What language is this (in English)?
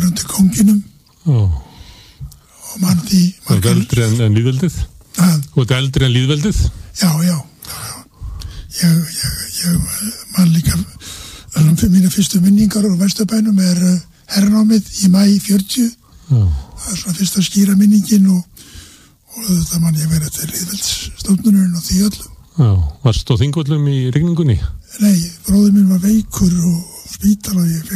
Icelandic